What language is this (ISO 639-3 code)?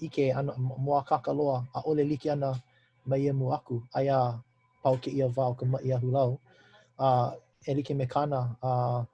haw